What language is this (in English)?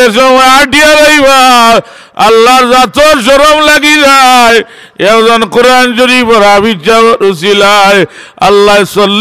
Sylheti